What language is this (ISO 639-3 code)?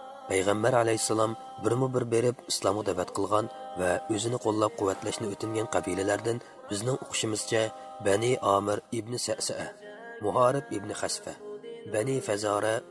uig